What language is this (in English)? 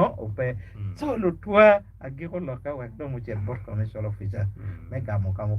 Acoli